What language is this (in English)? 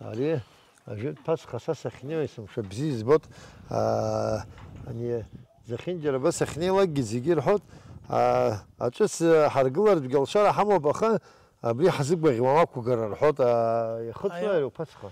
Abkhazian